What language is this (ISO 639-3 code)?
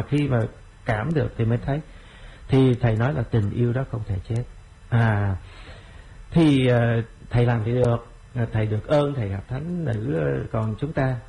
vie